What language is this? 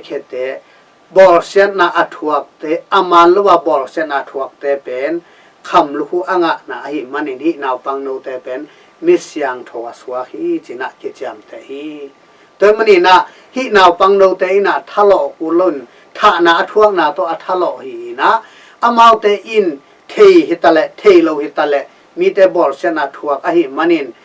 Tedim Chin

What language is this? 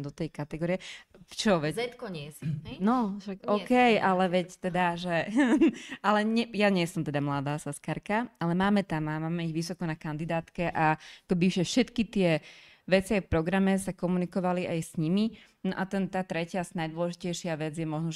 Slovak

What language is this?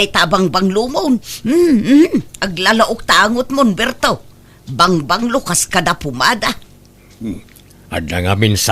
Iloko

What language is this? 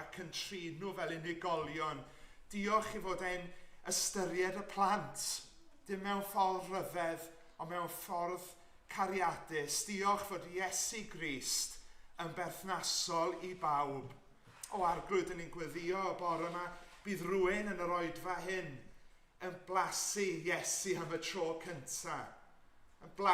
Welsh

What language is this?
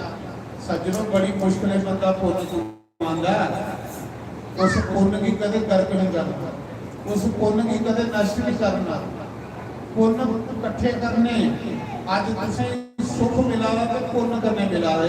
Dogri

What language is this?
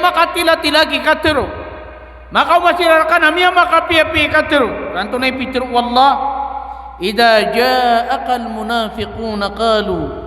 Maranao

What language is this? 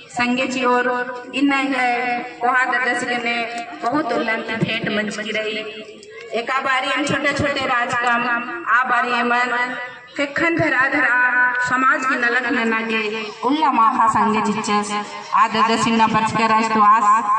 Kurukh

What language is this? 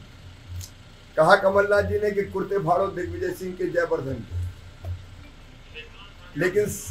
Hindi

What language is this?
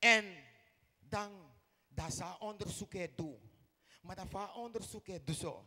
Sranan Tongo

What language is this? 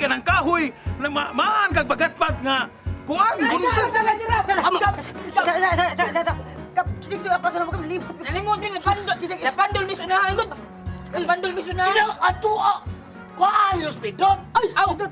Cebuano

